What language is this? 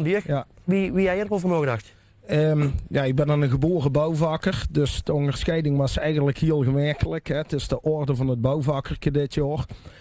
Limburgish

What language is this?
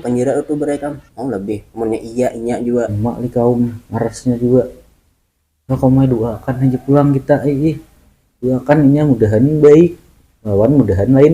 Banjar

